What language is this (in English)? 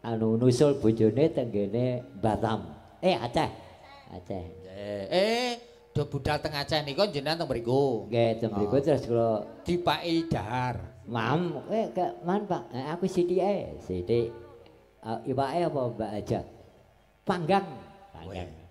Javanese